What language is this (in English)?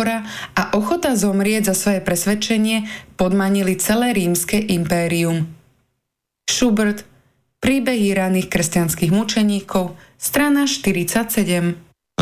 Slovak